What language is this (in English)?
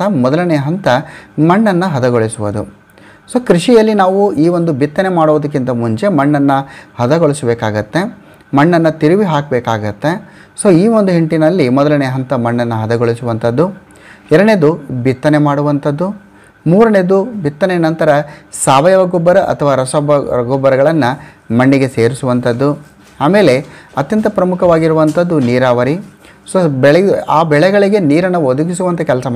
Kannada